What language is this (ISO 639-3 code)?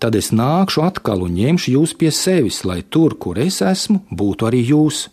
lav